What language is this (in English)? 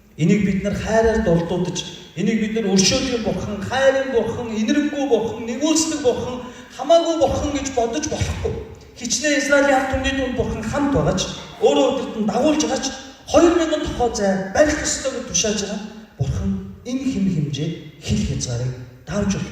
Mongolian